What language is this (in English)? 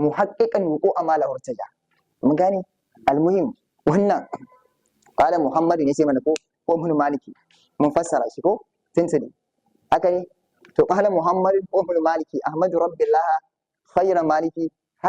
Hausa